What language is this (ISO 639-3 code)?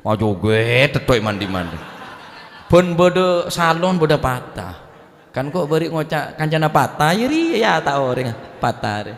mad